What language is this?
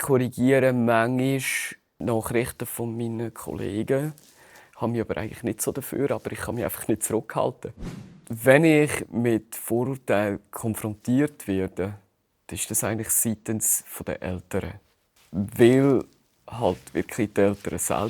Swiss German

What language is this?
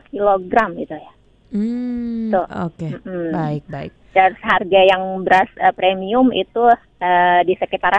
Indonesian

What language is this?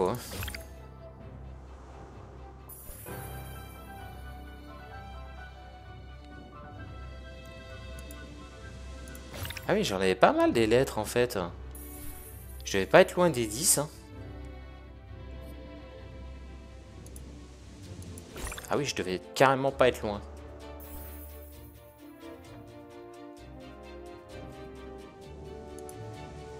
French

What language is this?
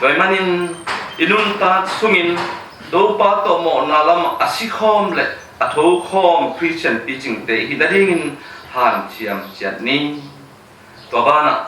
Tedim Chin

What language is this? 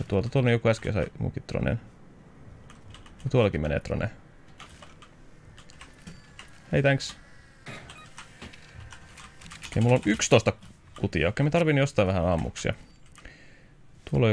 Finnish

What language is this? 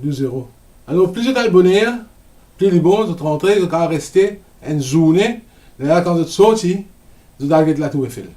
Morisyen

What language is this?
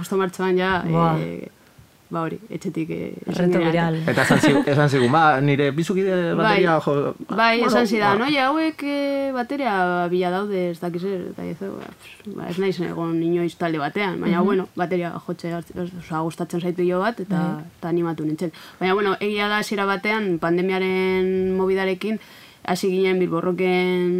Basque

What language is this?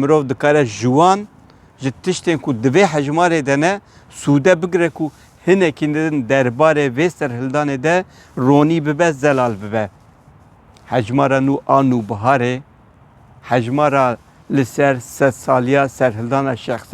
Kurdish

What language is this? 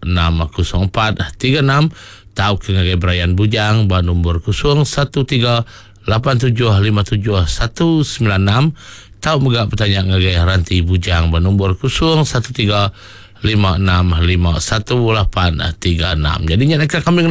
Iban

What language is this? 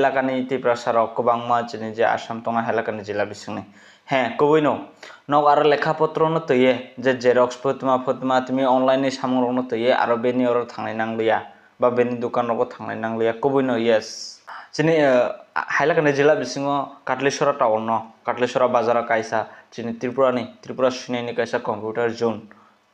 Kok Borok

